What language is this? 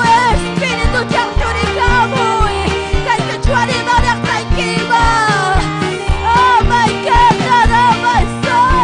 Ayacucho Quechua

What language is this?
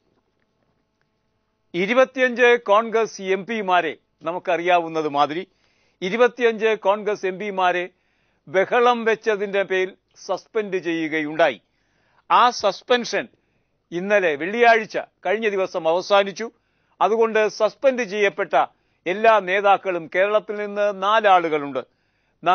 Malayalam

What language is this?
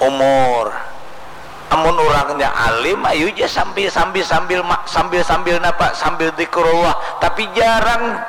Banjar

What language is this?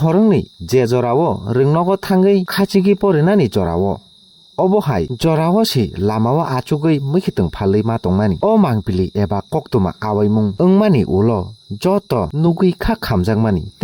Kok Borok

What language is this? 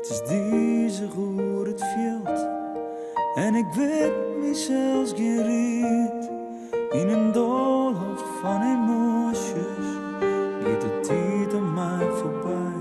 Western Frisian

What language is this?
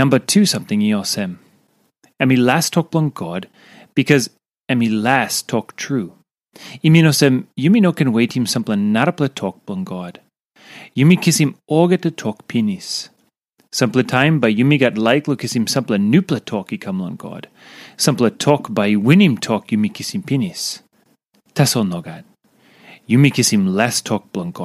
Tok Pisin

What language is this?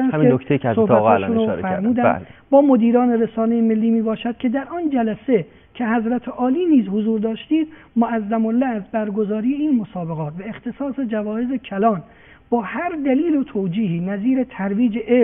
Persian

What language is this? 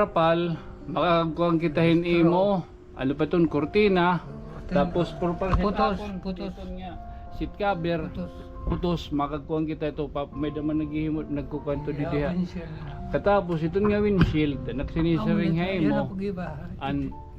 Waray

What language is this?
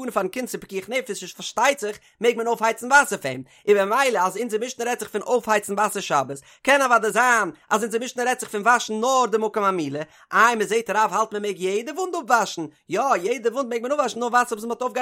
Yiddish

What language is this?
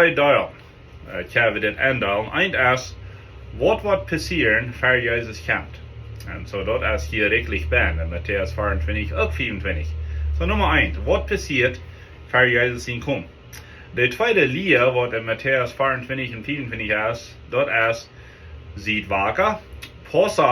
Plautdietsch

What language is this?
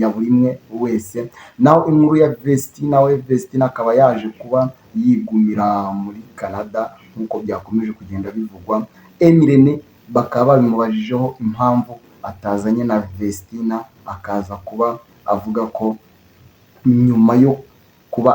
Kinyarwanda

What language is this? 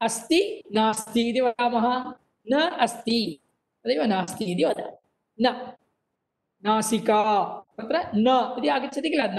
Sanskrit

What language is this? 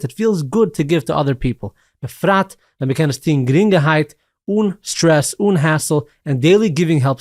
Yiddish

